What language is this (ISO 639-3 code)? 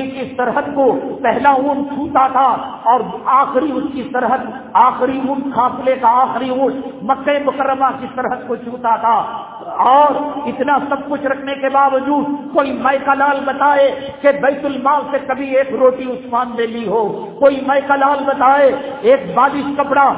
urd